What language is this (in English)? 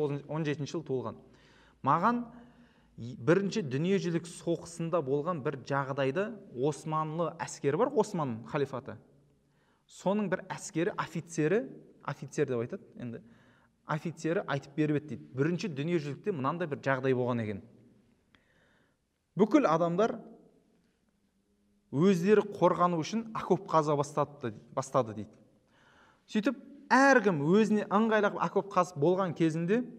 Kazakh